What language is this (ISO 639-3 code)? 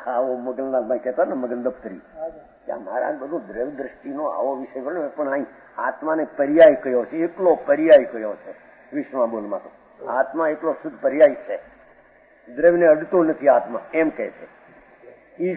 guj